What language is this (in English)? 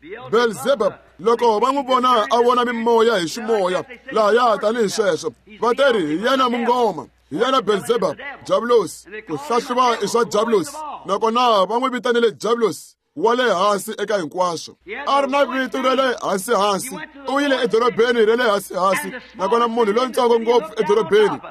Tsonga